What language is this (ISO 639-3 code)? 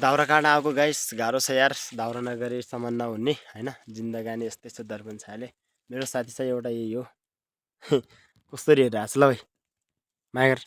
nep